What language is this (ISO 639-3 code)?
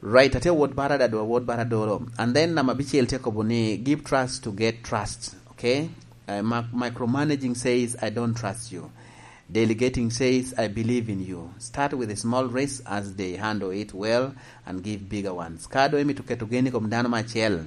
laj